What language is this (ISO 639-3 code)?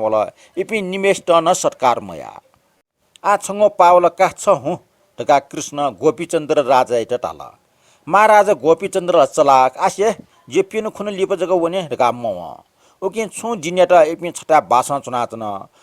new